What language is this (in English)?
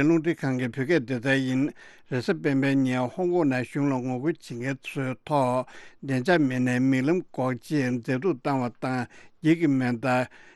Tibetan